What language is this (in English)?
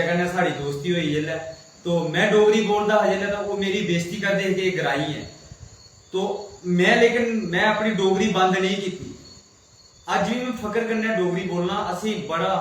Dogri